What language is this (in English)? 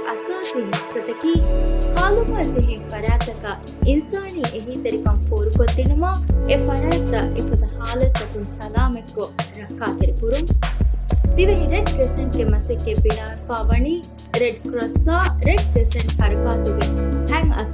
Divehi